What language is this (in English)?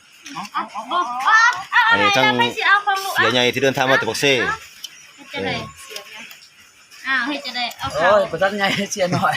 Lao